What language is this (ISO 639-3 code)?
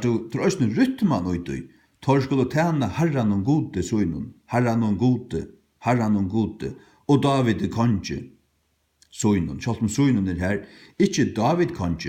fao